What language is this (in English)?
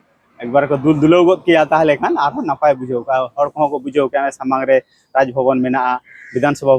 Santali